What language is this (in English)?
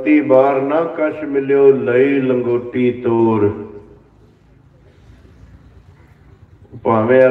Punjabi